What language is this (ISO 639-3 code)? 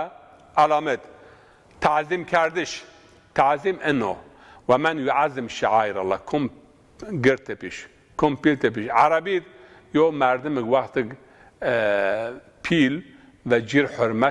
zza